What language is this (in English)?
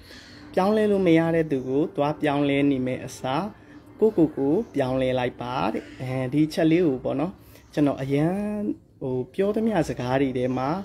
Burmese